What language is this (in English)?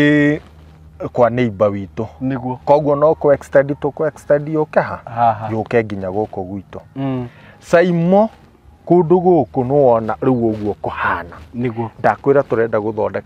Kikuyu